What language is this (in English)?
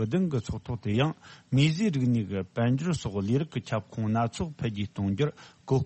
Tibetan